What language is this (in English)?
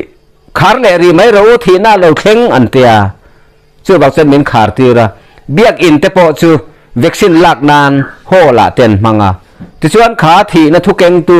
Mizo